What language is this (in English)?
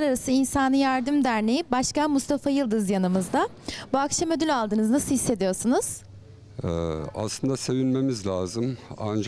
Turkish